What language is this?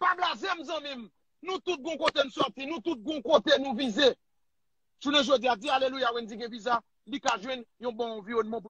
Haitian Creole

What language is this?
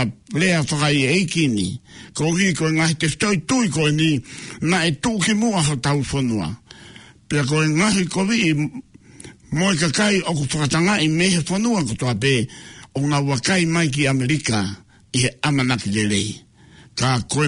Tongan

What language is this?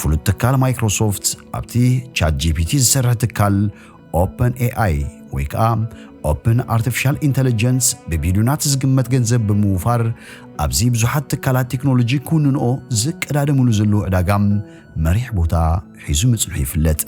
Tigrinya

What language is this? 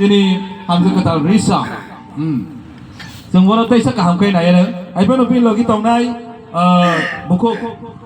Kok Borok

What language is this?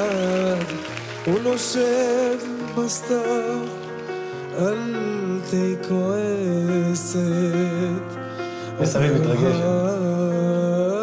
Hebrew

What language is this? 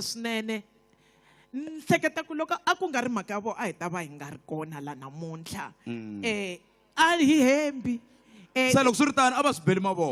Tsonga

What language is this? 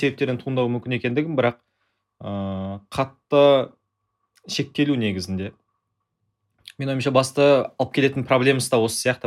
Kazakh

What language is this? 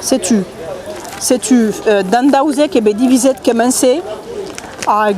Breton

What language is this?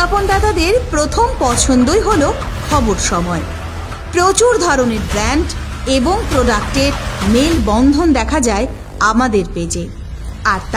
Bangla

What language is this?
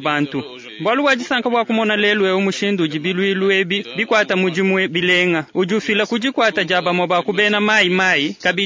Luba-Lulua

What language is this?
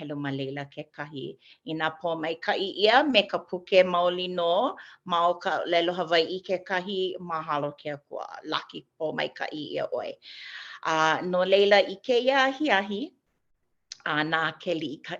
Hawaiian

